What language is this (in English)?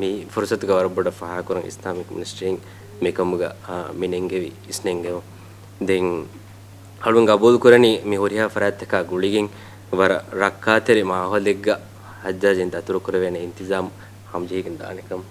Divehi